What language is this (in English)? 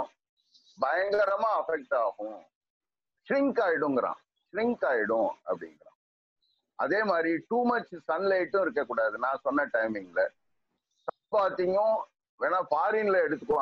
Tamil